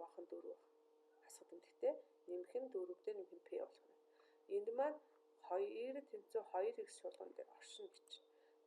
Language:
Mongolian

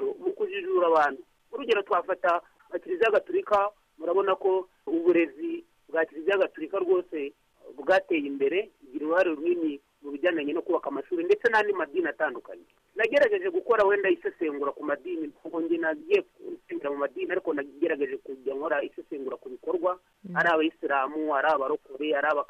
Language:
Kinyarwanda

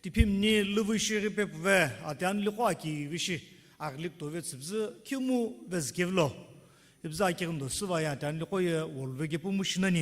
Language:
Sumi Naga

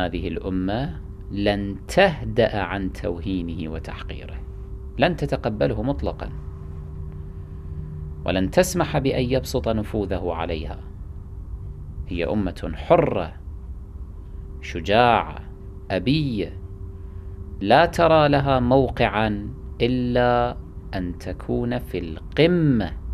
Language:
Arabic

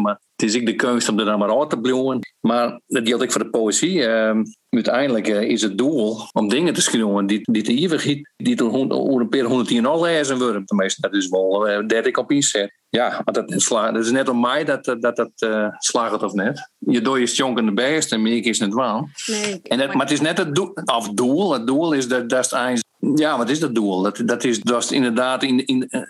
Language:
Western Frisian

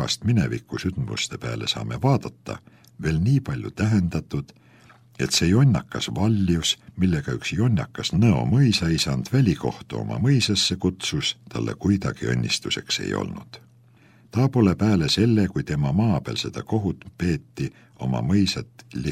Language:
Estonian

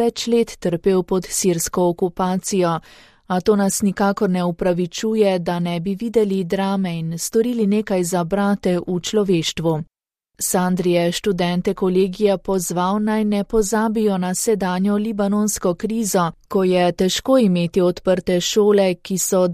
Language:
Slovenian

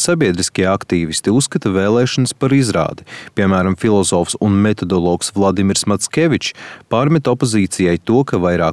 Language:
Latvian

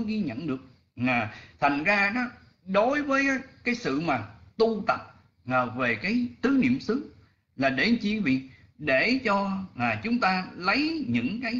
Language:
Vietnamese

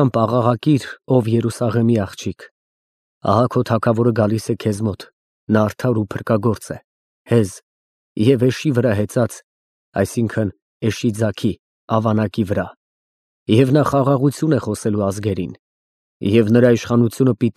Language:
Armenian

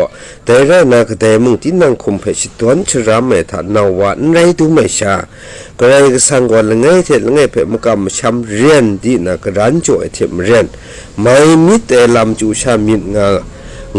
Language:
Kachin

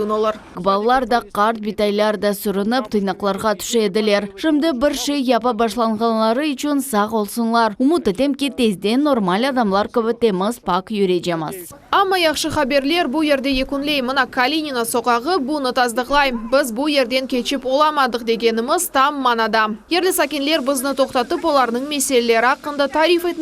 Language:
Crimean Tatar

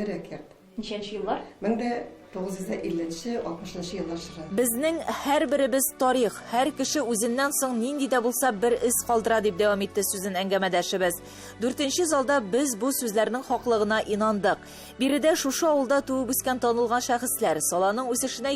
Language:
Tatar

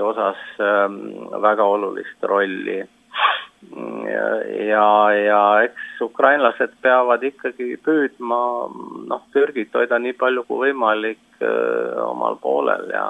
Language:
Estonian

